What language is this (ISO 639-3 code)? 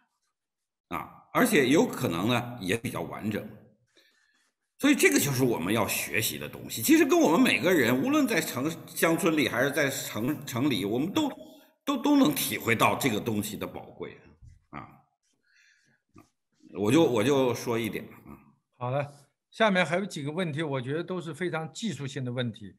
zho